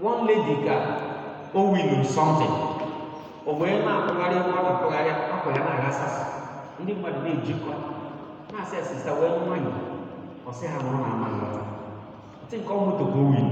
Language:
Igbo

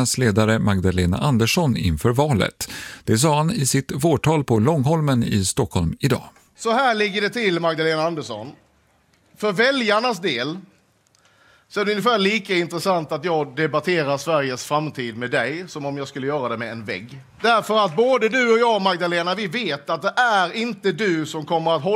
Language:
Swedish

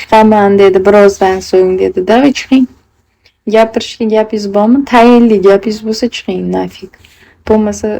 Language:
Uzbek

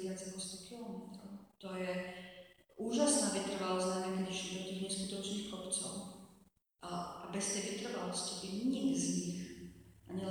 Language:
Slovak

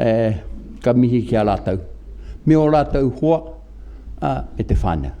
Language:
Māori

